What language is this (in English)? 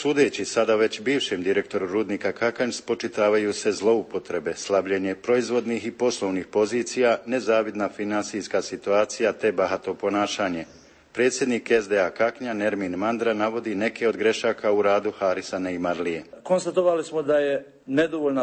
Bosnian